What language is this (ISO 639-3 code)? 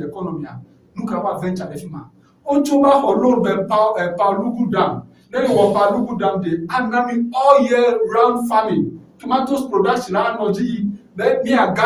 ewe